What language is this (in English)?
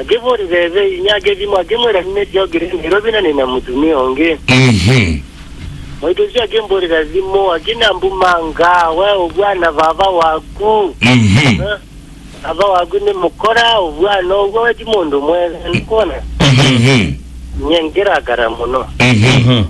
Kamba